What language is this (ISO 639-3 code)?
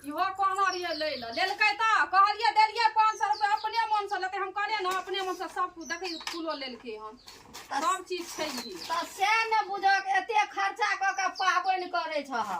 mai